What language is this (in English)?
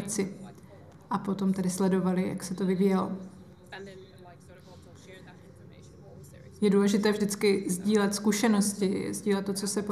Czech